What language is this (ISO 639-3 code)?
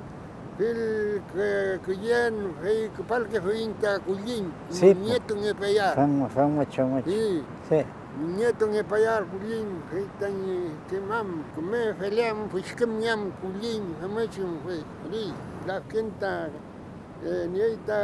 arn